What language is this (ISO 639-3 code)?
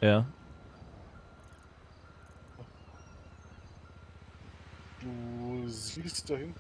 deu